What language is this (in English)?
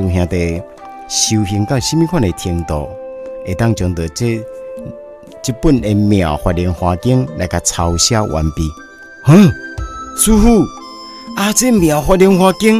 Min Nan Chinese